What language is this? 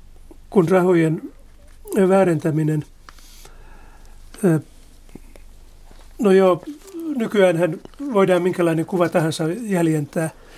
Finnish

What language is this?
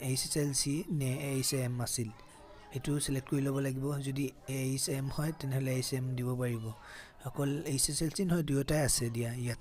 Assamese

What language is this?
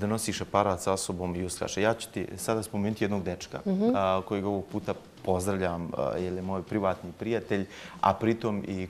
Bosnian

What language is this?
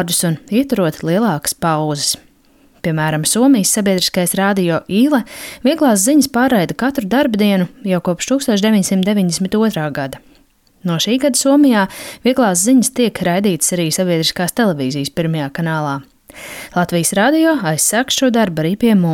Latvian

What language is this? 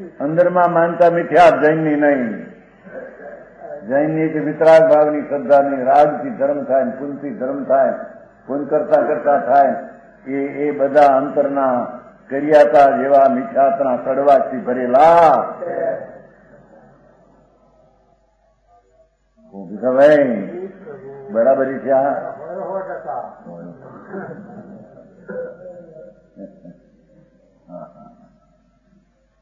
Gujarati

